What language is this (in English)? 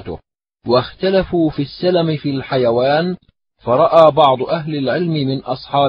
Arabic